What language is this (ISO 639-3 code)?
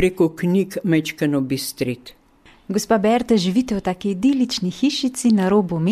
slv